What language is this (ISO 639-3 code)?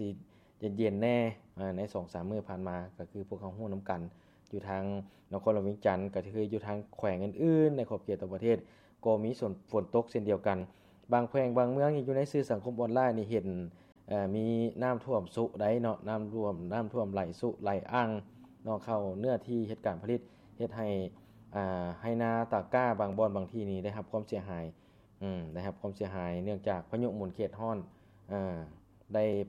lao